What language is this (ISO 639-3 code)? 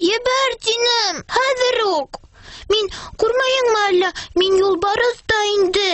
bak